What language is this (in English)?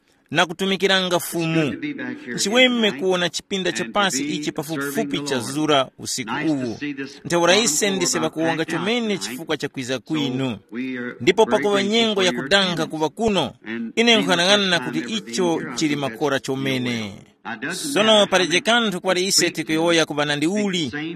Tumbuka